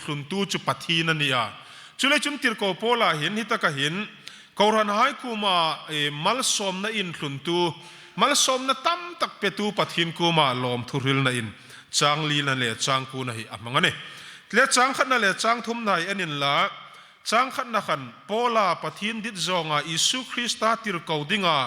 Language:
Hmar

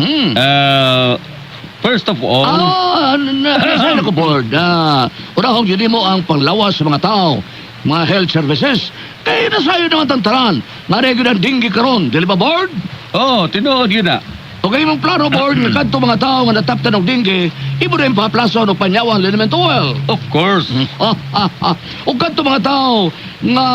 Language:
Cebuano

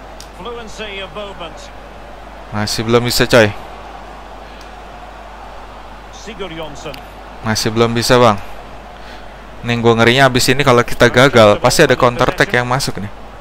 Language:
Indonesian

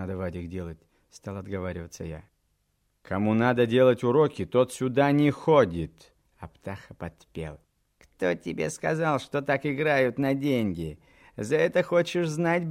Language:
Russian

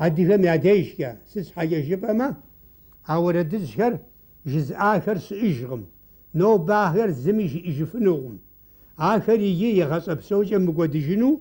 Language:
Kabardian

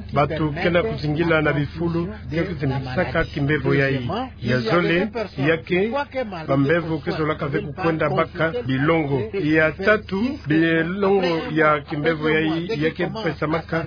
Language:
Kituba (Democratic Republic of Congo)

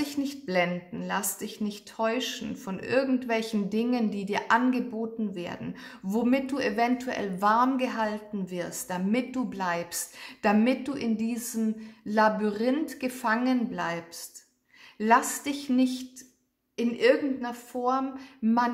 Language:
German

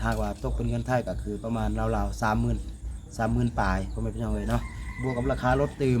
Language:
Lao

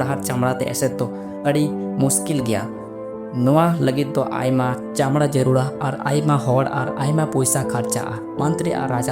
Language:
Santali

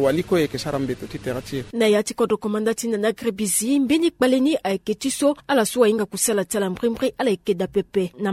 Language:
Sango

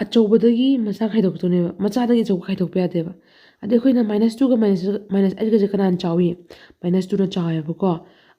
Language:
Manipuri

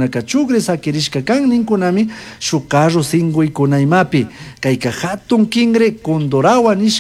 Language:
Chimborazo Highland Quichua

